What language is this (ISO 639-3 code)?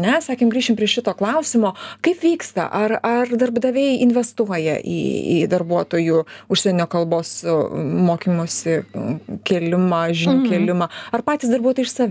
lit